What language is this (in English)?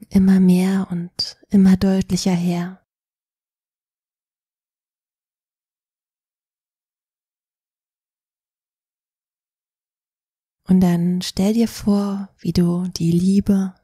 German